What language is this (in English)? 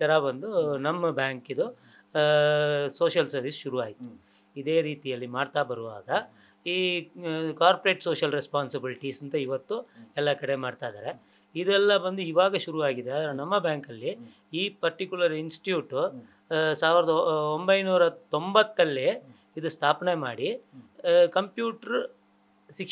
Kannada